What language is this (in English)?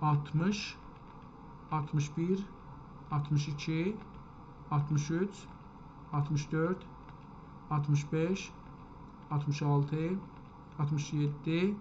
South Azerbaijani